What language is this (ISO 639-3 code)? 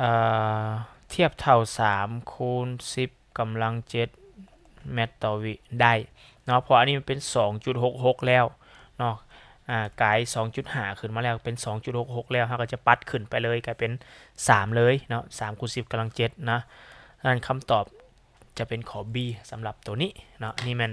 lao